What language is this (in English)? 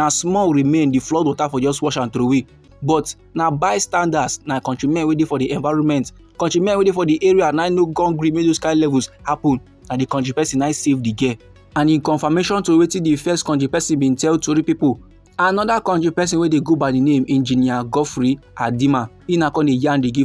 Nigerian Pidgin